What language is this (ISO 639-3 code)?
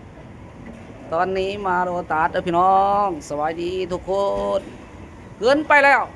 lao